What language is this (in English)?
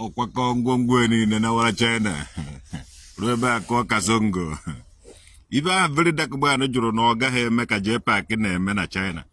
Igbo